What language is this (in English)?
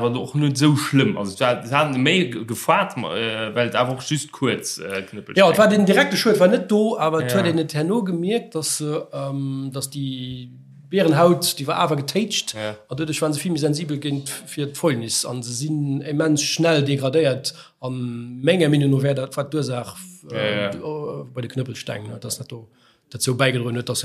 Luxembourgish